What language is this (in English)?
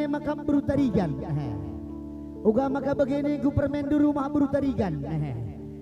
Batak Karo